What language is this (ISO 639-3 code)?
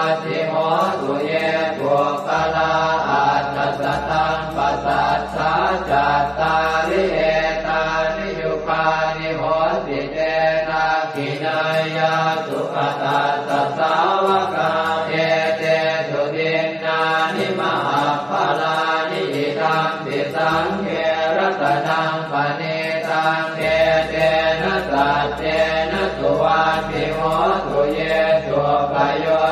pli